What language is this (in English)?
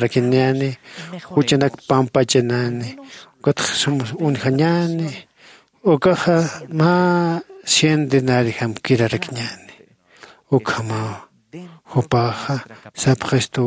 Aymara